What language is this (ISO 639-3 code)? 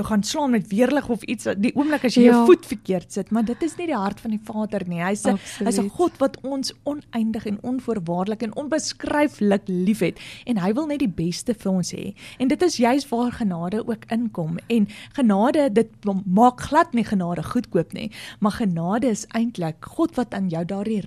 afr